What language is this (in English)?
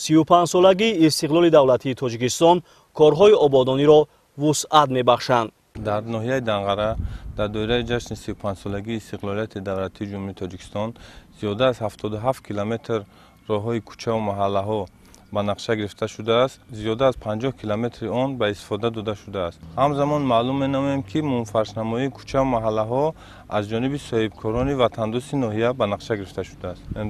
Tajik